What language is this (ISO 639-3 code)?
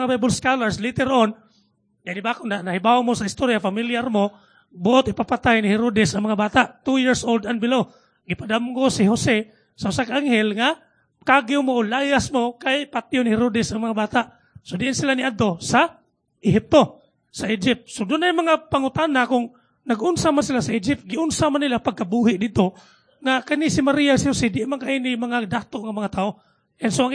ceb